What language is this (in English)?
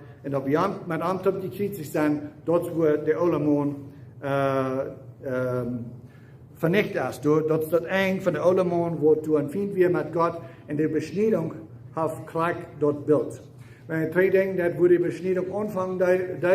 Plautdietsch